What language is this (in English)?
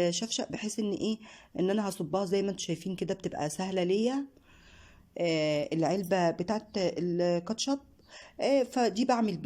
Egyptian Arabic